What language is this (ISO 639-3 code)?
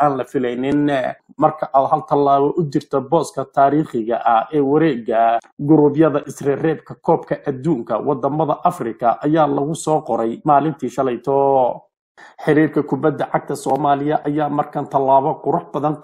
som